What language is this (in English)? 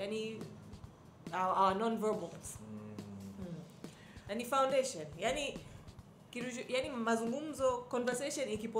Swahili